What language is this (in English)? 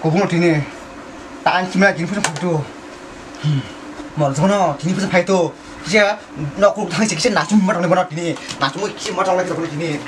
Kok Borok